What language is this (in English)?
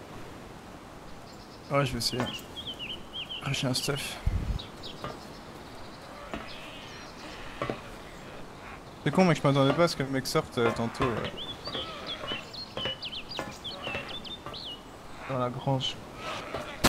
French